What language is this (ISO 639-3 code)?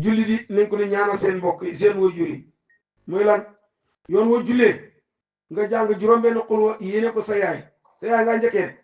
wol